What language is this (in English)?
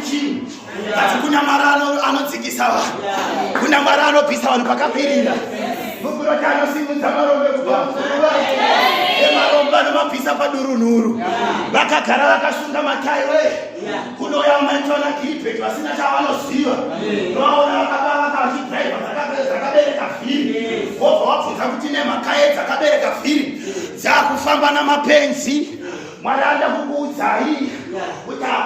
Shona